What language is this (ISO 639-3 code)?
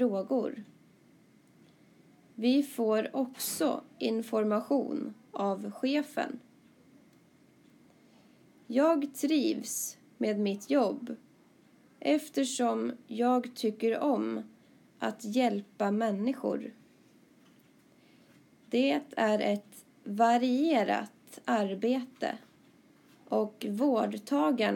swe